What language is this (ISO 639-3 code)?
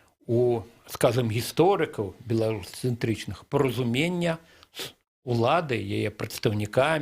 bel